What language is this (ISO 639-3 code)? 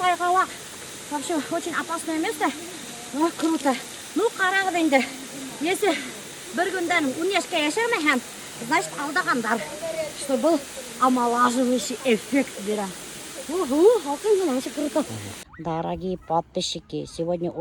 bak